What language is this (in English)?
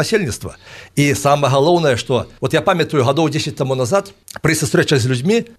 Belarusian